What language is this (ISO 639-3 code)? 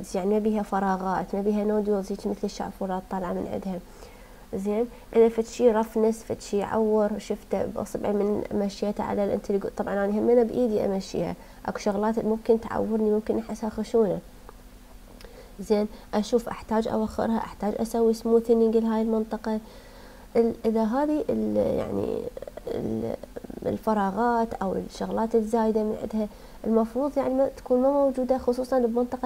acm